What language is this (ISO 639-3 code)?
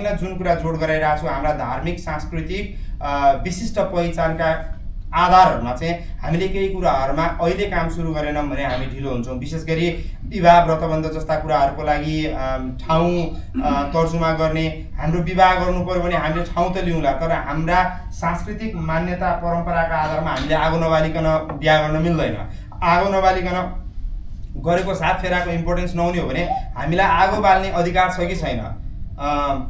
nep